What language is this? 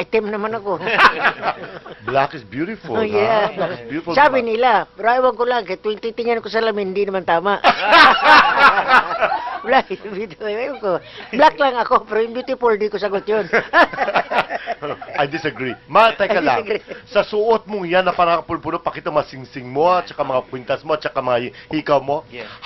Filipino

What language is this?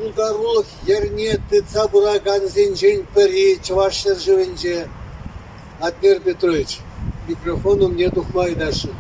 Chuvash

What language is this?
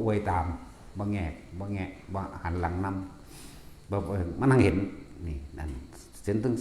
Northeastern Thai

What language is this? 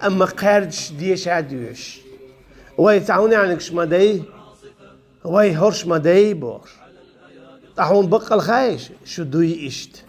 Chechen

